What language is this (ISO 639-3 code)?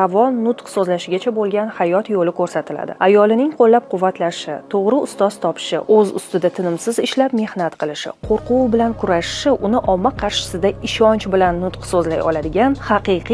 uzb